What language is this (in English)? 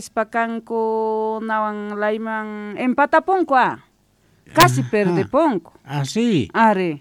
Quechua